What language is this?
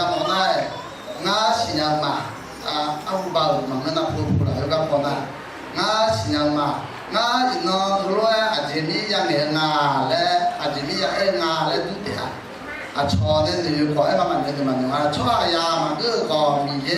Akha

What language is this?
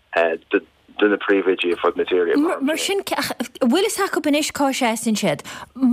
Irish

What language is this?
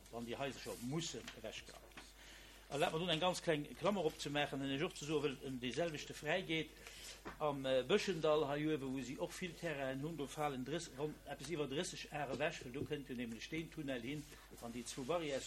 Luxembourgish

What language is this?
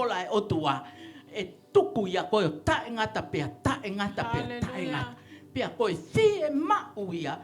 Tongan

